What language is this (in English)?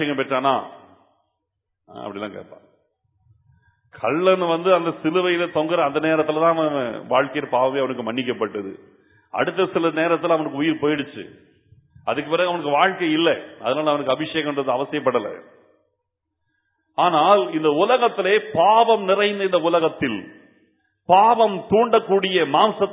Tamil